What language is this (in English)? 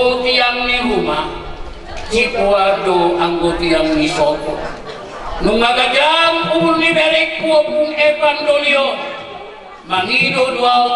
Batak Toba